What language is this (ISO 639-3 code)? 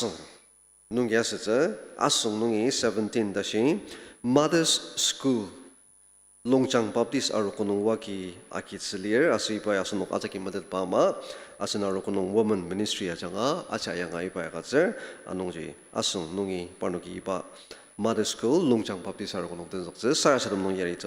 njo